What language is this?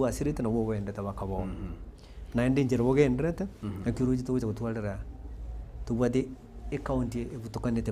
Gusii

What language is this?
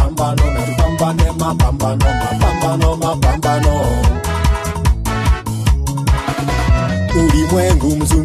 Swahili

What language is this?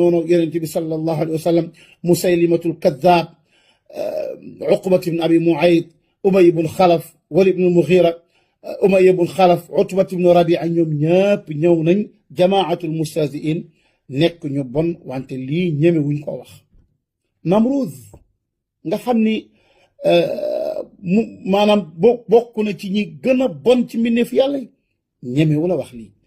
Wolof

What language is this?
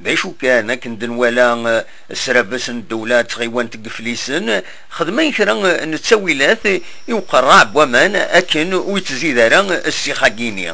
Kabyle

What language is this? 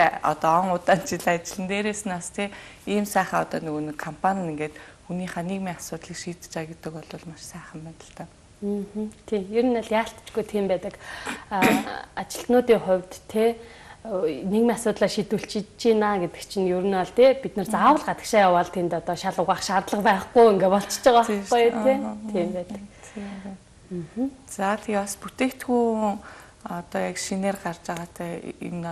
Mongolian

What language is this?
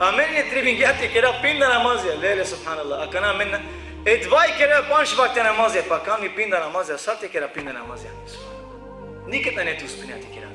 Balkan Romani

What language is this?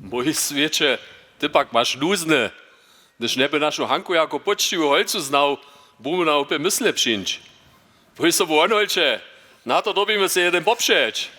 Upper Sorbian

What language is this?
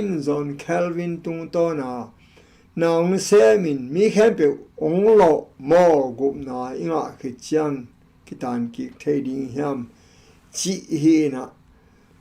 Tedim Chin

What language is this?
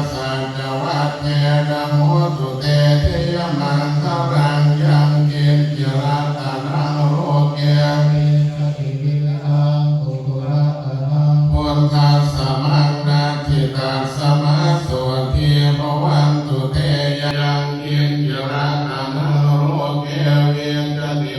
Pali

